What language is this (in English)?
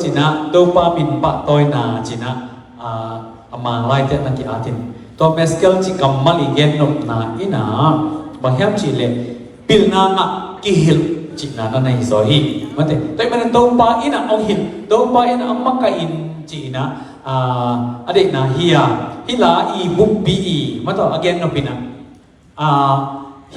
Tedim Chin